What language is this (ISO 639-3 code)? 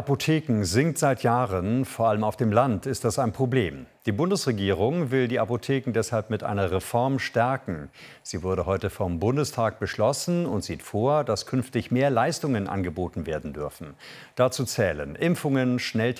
deu